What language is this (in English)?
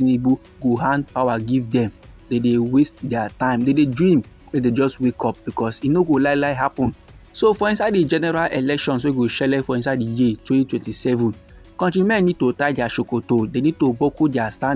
Nigerian Pidgin